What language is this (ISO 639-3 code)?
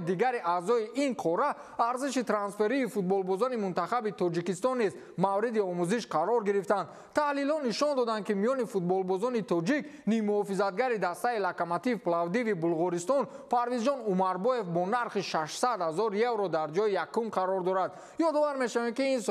tgk